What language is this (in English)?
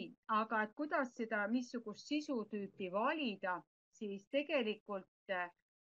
Estonian